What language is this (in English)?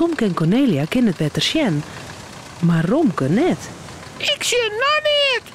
Western Frisian